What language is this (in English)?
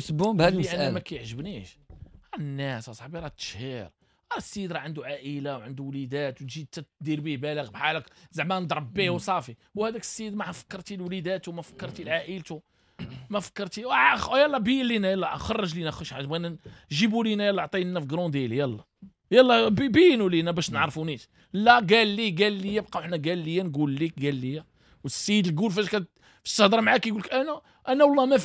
Moroccan Arabic